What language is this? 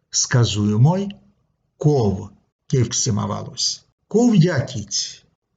Erzya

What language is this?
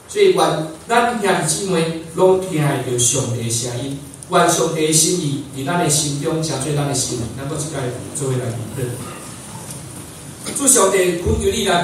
Min Nan Chinese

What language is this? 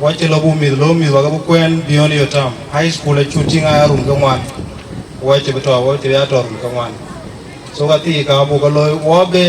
Dinka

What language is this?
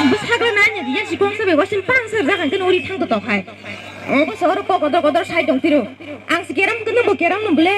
Kok Borok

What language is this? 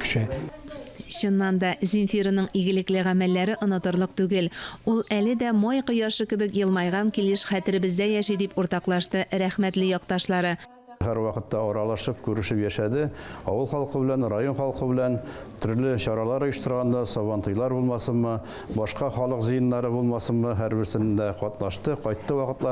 Tatar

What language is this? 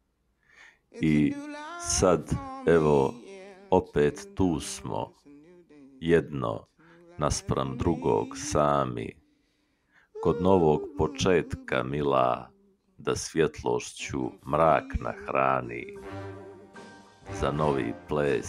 Bosnian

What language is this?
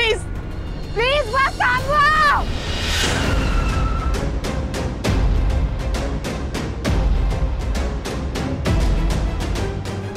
Marathi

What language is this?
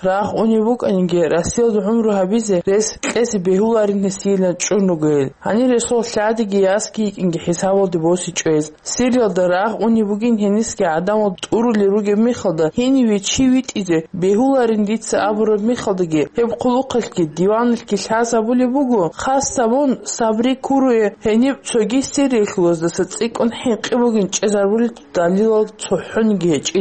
Avaric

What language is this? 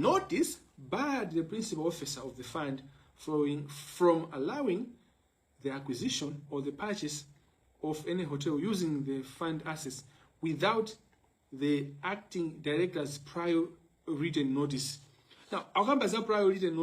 Nyanja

